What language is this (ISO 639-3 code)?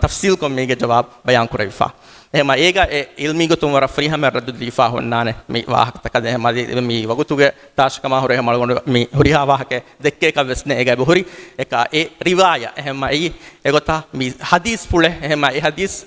div